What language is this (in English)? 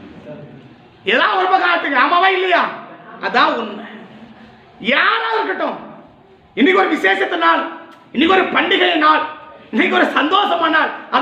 Tamil